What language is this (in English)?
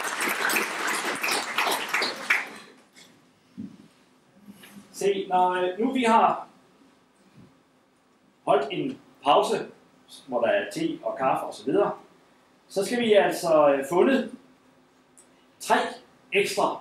Danish